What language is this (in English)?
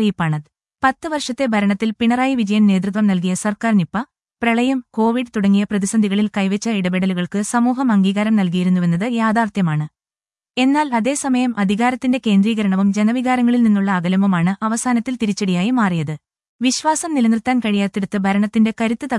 Malayalam